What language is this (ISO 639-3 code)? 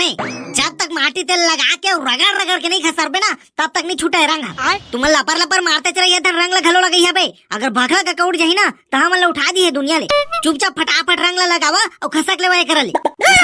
hne